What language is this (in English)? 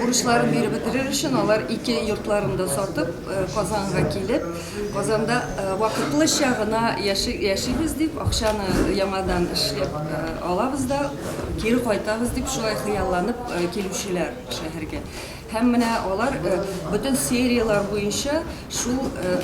Tatar